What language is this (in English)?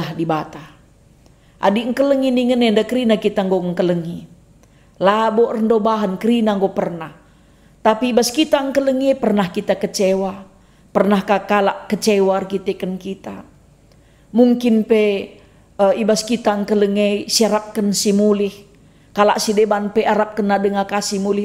Batak Karo